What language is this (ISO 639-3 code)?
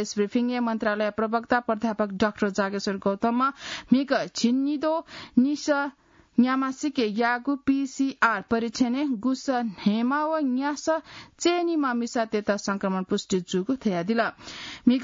new